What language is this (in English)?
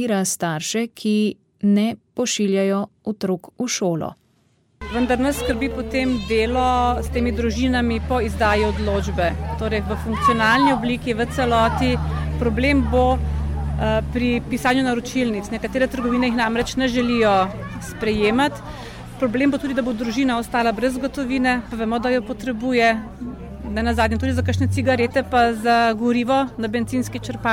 Slovenian